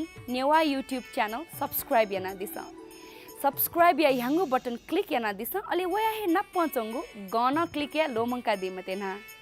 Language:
Newari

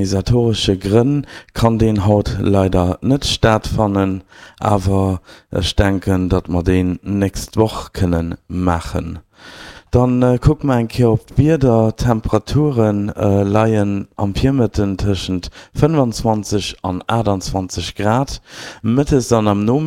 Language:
Luxembourgish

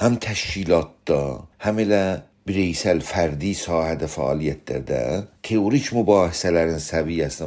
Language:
South Azerbaijani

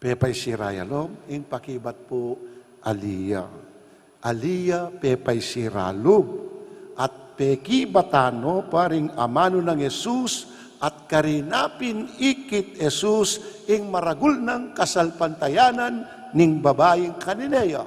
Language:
Pampanga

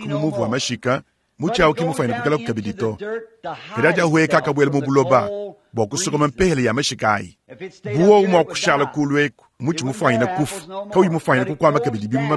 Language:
Luba-Lulua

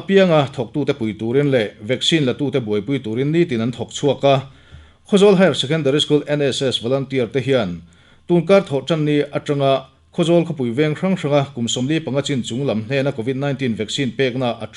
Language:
Mizo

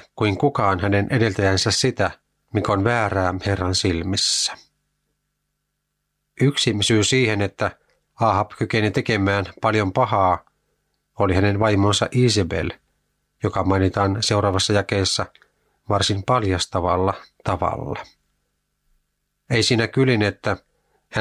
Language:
Finnish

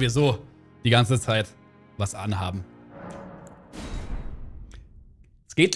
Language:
German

